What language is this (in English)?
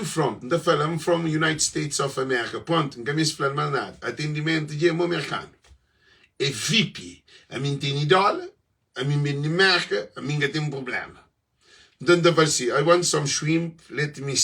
Kabuverdianu